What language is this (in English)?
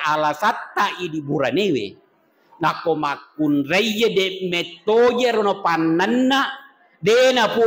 Buginese